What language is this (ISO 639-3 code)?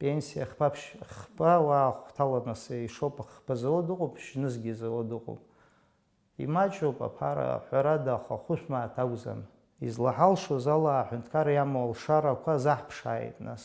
abk